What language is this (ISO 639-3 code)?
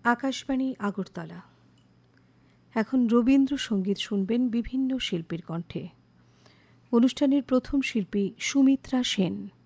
ben